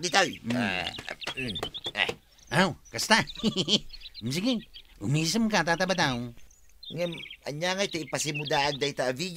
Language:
Iloko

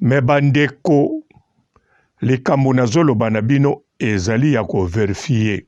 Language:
Lingala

